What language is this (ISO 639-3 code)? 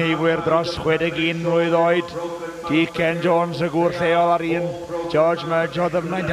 cym